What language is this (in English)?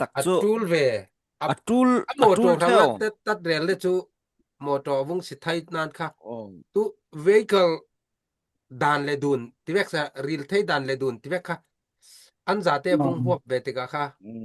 Falam Chin